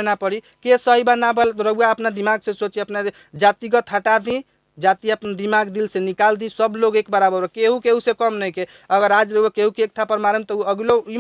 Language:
Bhojpuri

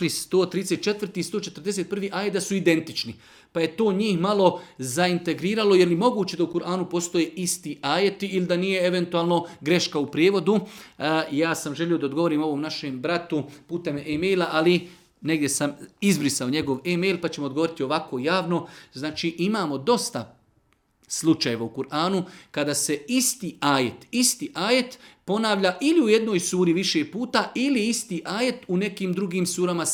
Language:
Bosnian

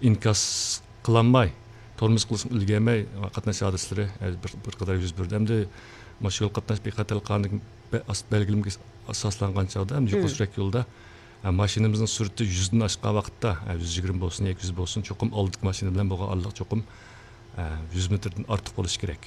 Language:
Uyghur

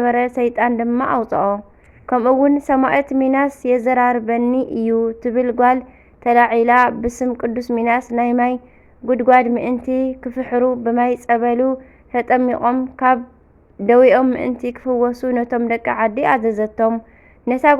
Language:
Tigrinya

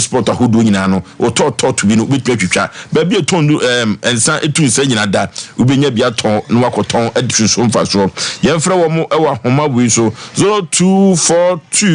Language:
Akan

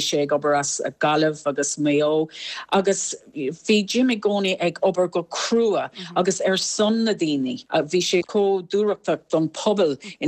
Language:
Irish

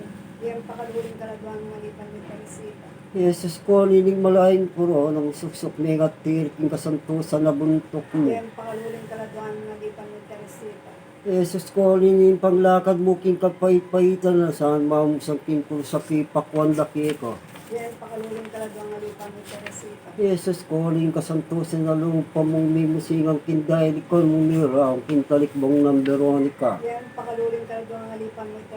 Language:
Pampanga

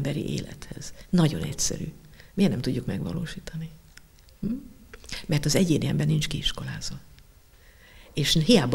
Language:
Hungarian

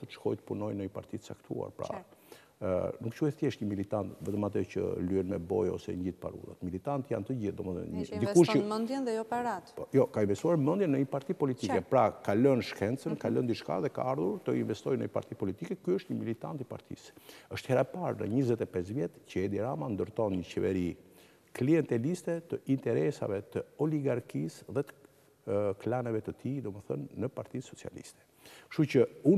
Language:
Albanian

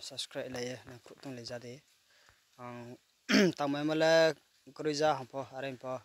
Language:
Riang (India)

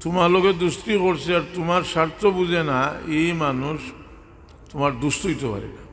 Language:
Sylheti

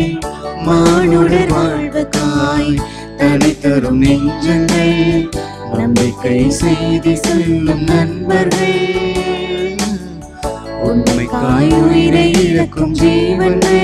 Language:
Tamil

